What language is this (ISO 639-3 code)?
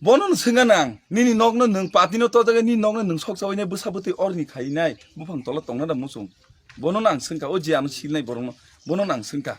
trp